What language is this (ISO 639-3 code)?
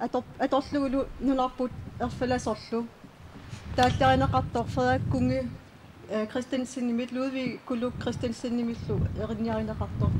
kal